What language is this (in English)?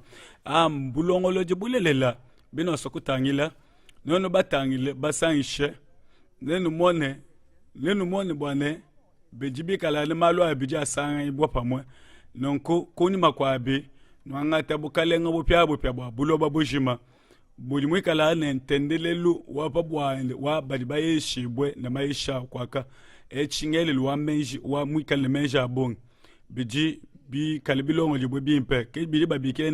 Luba-Lulua